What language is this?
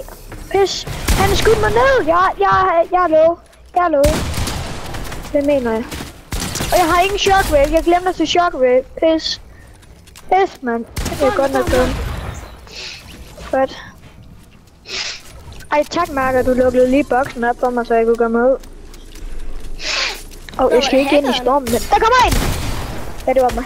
Danish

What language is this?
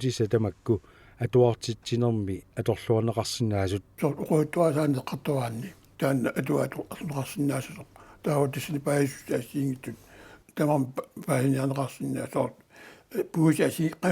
Kalaallisut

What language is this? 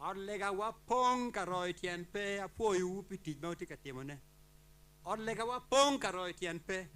Acoli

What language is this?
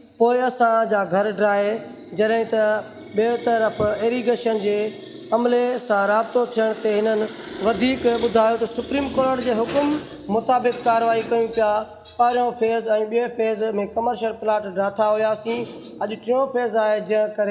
Sindhi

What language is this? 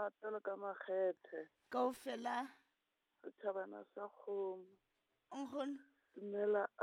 Southern Sotho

